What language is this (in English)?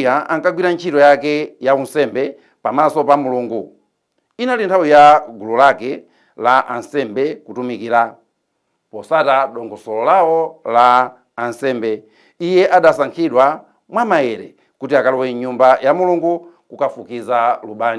Nyanja